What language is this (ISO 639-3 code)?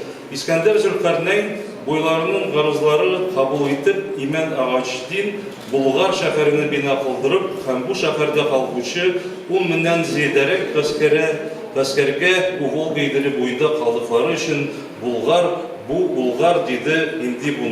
tat